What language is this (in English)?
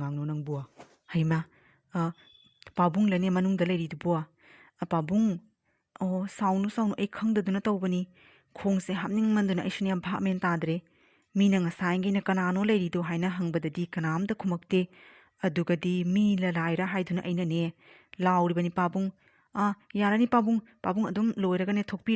Manipuri